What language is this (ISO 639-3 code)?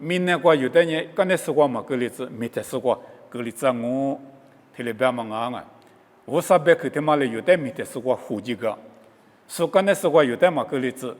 lis